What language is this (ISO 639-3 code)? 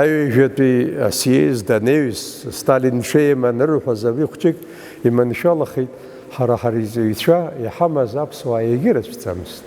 abk